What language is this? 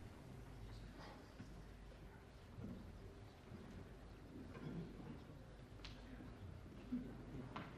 Dutch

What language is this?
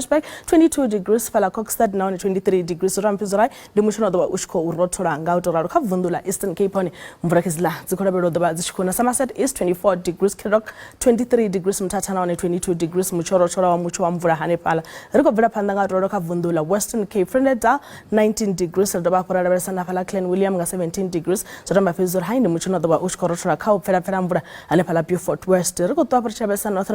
Venda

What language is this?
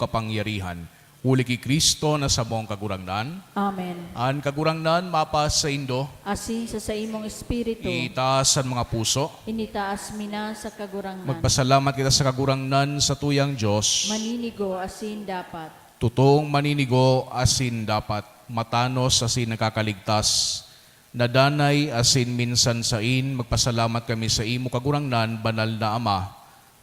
Bikol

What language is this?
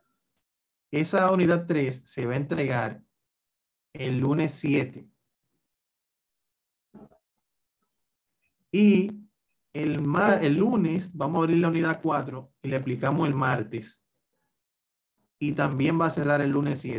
Spanish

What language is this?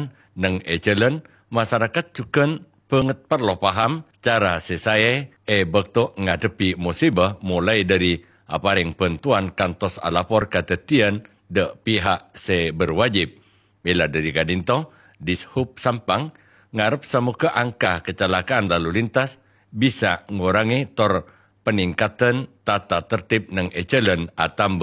Madurese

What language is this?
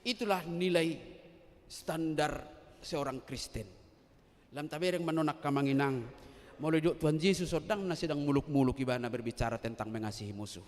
Batak Toba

